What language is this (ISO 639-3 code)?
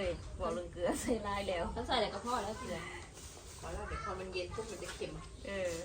tts